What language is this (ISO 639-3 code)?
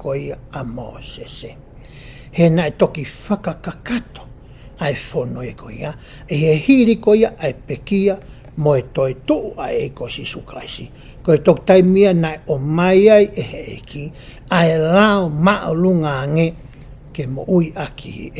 ton